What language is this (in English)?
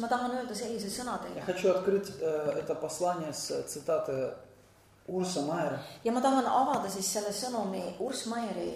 Estonian